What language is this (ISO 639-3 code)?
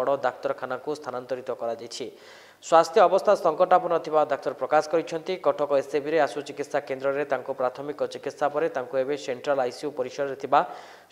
ori